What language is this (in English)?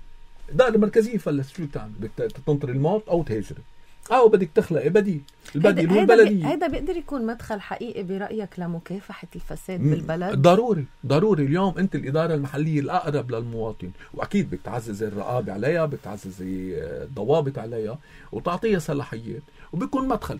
North Levantine Arabic